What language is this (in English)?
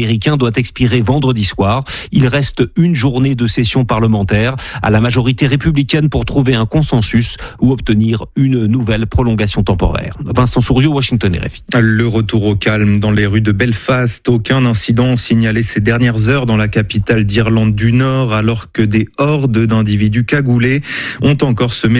French